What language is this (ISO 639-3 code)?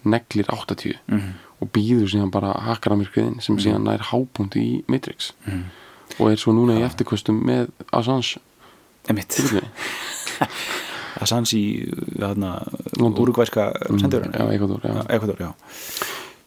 isl